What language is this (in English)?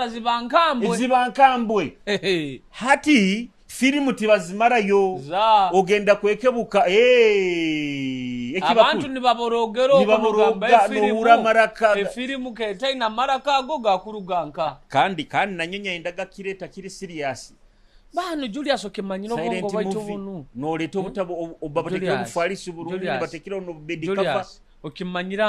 Nyoro